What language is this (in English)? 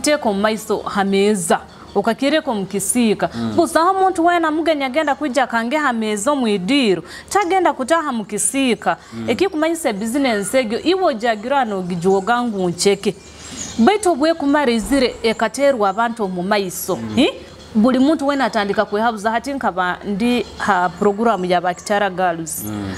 Nyoro